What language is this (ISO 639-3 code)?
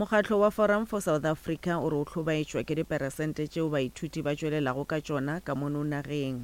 nso